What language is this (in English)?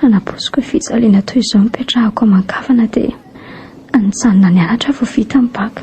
Malagasy